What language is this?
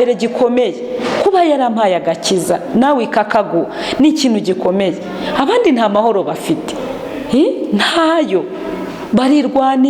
Kinyarwanda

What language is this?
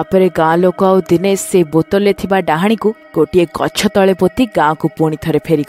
Odia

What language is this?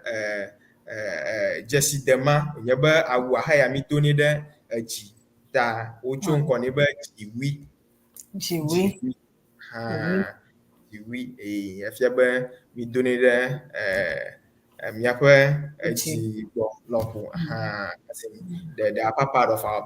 Ewe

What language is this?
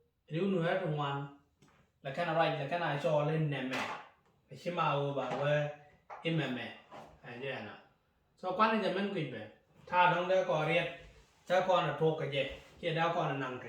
Nuer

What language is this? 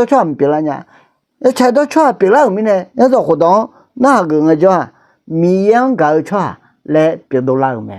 Akha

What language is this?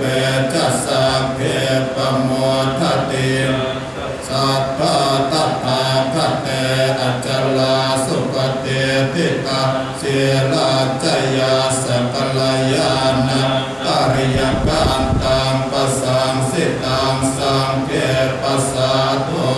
Pali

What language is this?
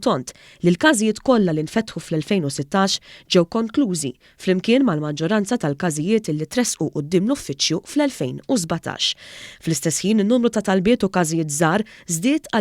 Maltese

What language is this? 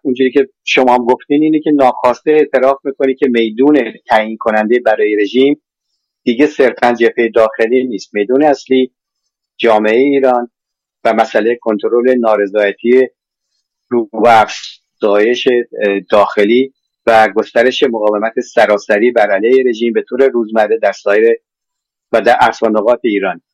Persian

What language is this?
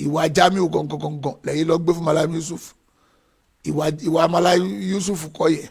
Yoruba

